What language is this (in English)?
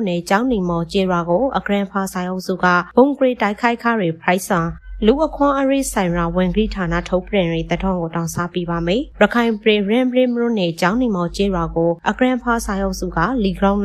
Burmese